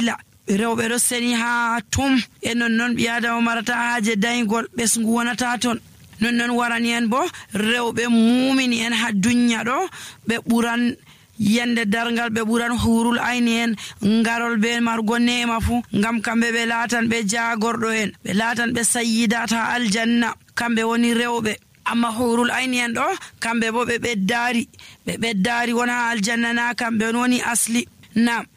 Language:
Nigerian Fulfulde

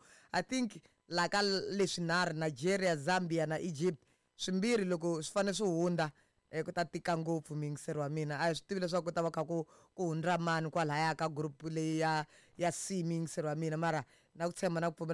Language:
Tsonga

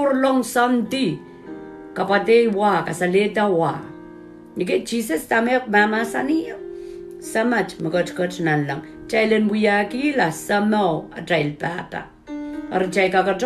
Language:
Pohnpeian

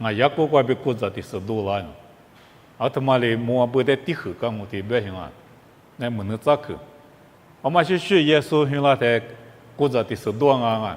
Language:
Lisu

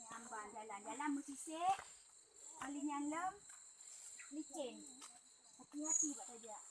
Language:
Achinese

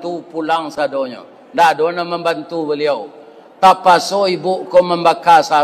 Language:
Minangkabau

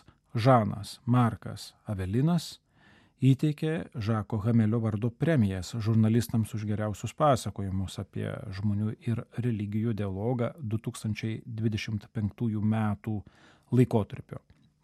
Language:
Lithuanian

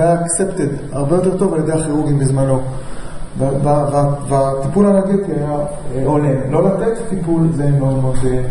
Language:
Hebrew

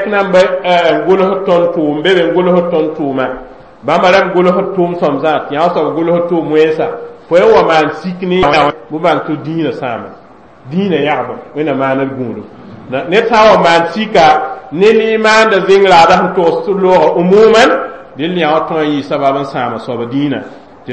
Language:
Mossi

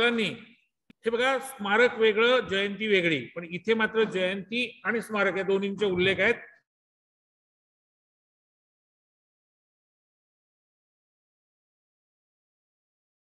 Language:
Marathi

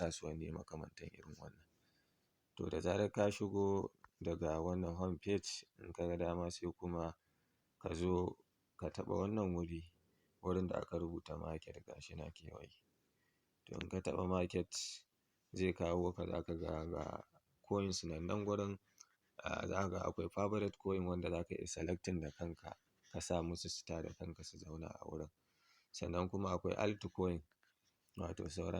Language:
Hausa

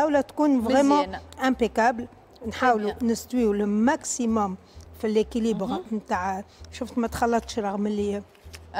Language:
Tunisian Arabic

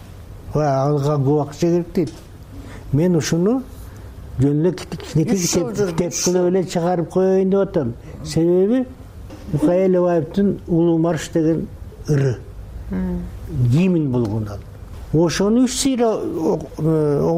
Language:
Kyrgyz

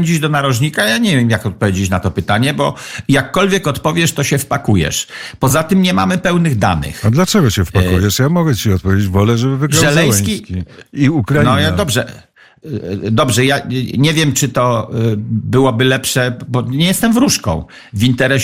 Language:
Polish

